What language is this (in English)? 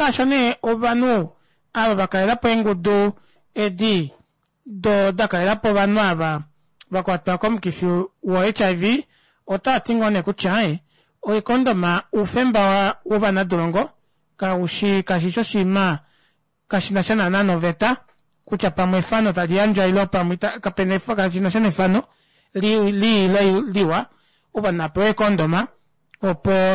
Kuanyama